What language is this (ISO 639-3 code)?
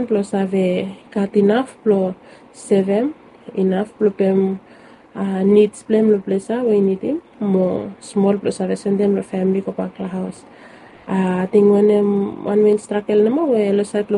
bis